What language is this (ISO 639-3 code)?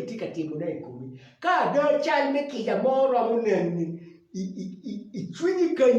ach